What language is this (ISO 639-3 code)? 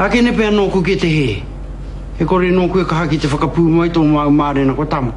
mri